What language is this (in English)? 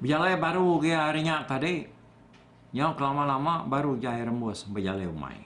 Iban